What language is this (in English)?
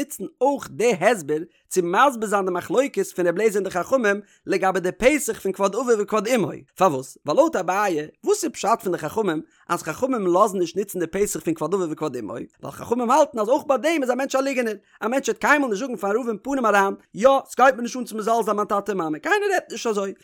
Yiddish